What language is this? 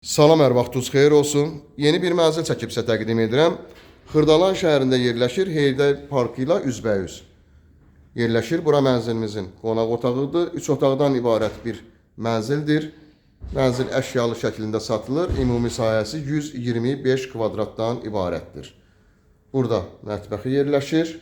Azerbaijani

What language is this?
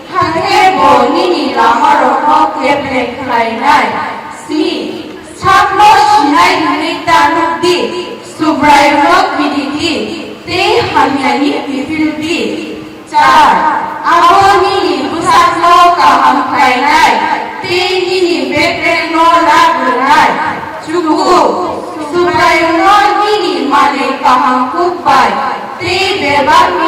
Kok Borok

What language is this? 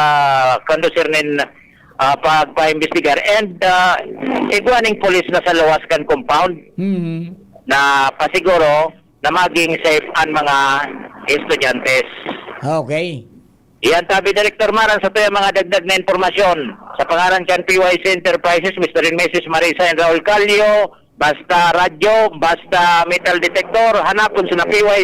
Bikol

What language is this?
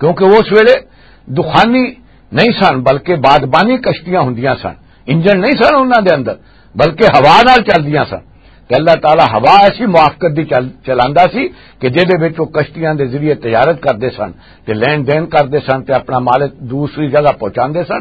Western Panjabi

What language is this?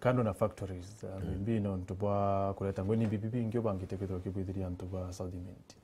Meru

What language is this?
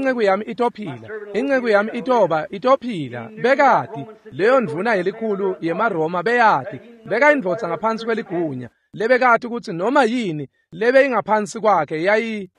Swati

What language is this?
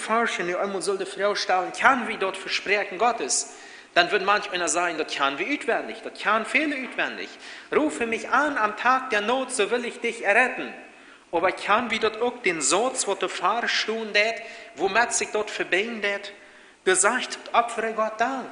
Plautdietsch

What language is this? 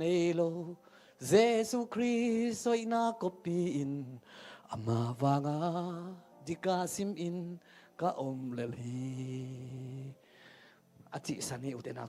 Tedim Chin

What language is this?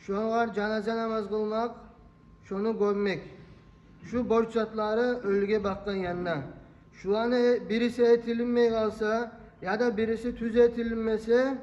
Kumyk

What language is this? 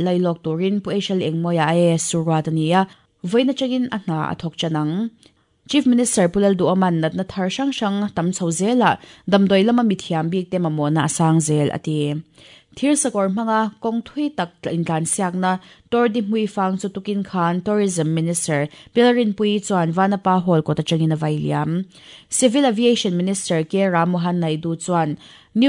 Mizo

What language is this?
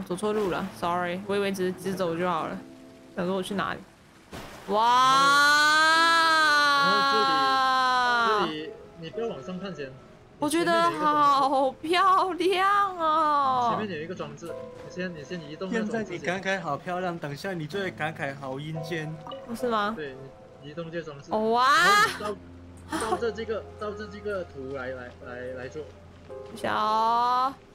Chinese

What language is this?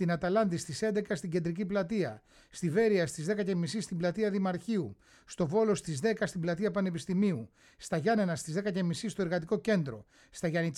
Greek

